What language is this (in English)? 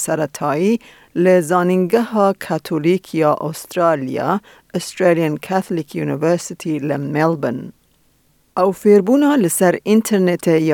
Kurdish